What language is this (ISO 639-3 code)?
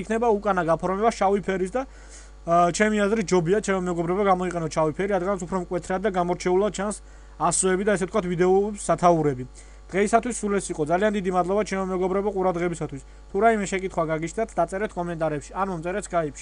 kat